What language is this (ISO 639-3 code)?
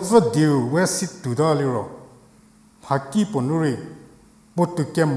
njm